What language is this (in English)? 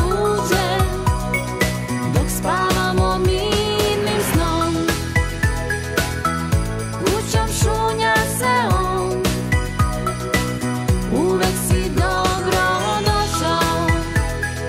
Serbian